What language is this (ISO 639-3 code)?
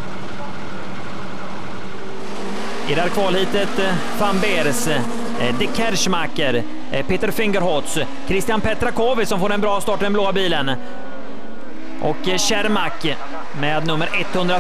swe